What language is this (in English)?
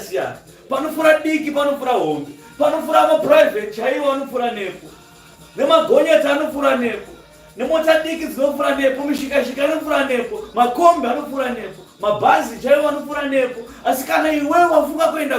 Shona